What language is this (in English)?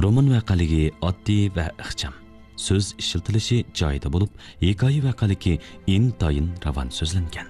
Uyghur